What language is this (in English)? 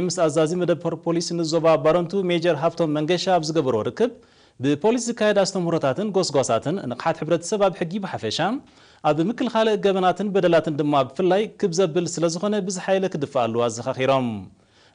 Tigrinya